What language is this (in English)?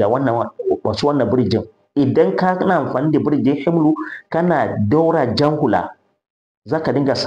Hausa